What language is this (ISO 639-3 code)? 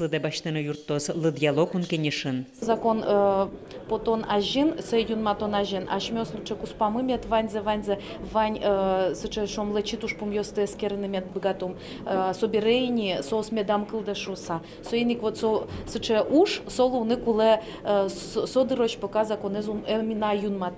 udm